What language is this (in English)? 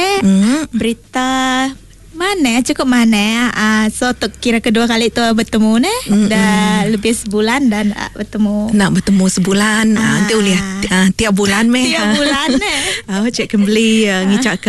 Iban